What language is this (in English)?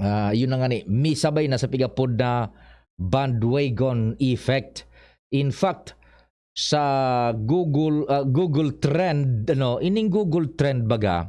Bikol